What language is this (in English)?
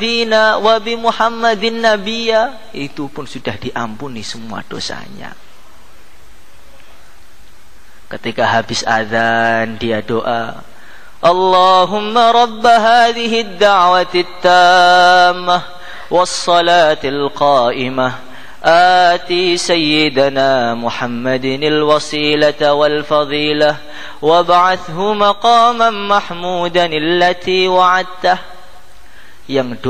Indonesian